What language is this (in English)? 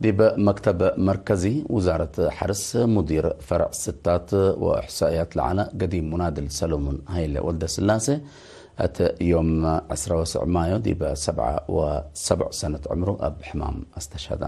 Tigre